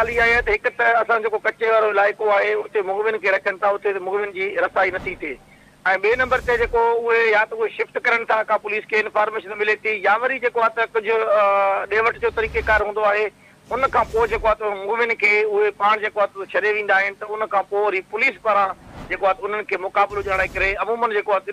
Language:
Sindhi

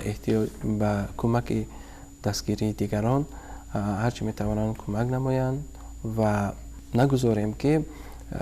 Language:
Tajik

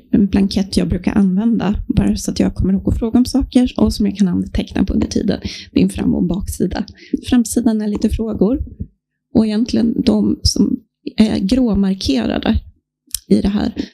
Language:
Swedish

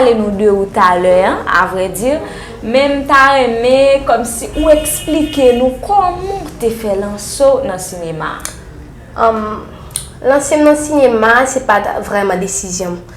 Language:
Haitian Creole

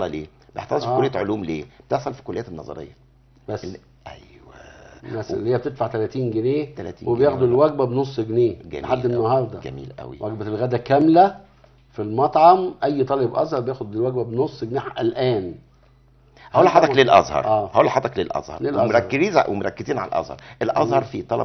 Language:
Egyptian Arabic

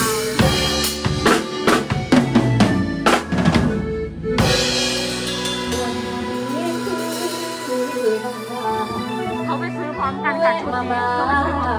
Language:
Thai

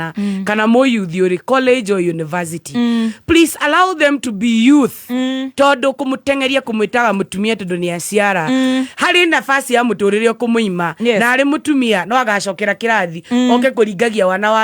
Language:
Kikuyu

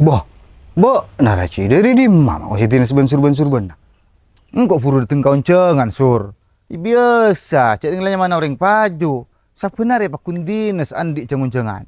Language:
Madurese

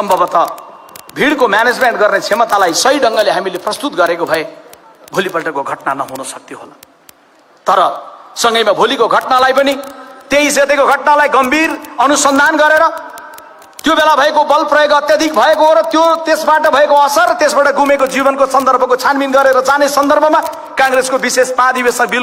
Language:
Nepali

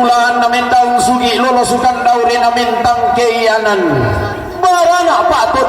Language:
Toraja-Sa'dan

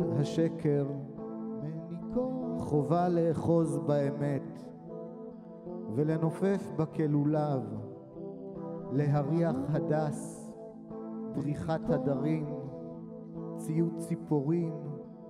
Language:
Hebrew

